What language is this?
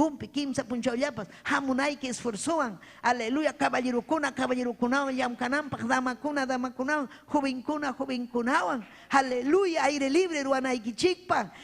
Ayacucho Quechua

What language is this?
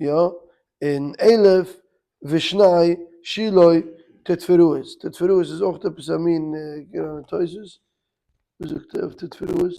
Yiddish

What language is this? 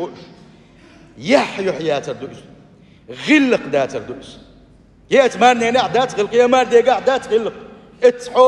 Chechen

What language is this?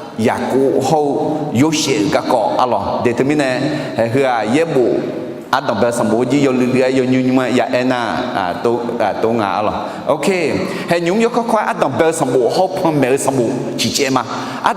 Akha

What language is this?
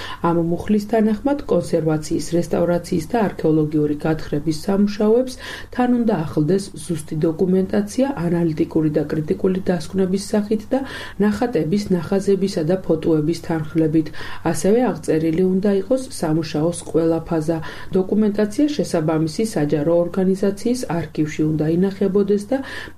Georgian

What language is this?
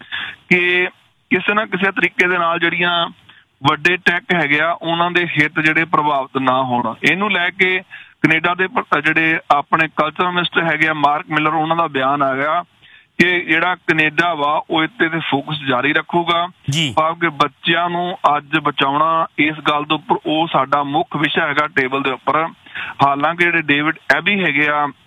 Punjabi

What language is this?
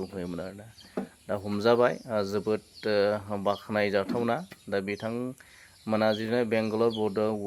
Bodo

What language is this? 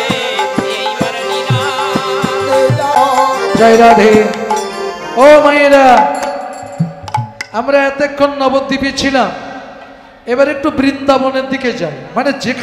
Bangla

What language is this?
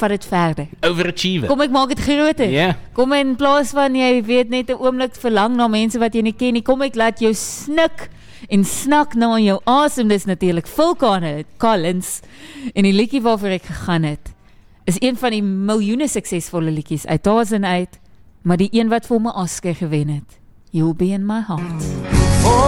Afrikaans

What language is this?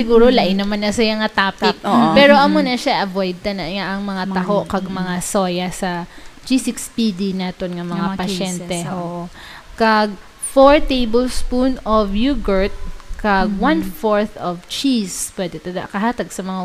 Hiligaynon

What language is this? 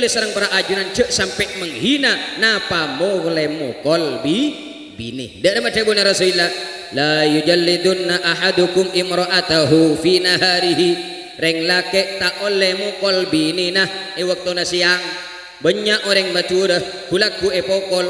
Madurese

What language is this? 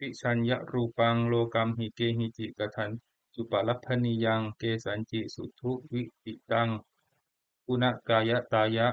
Pali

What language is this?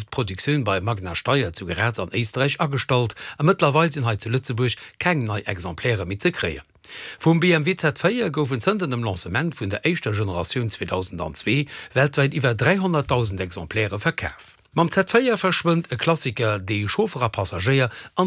Luxembourgish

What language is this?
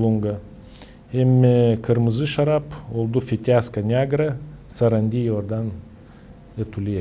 Gagauz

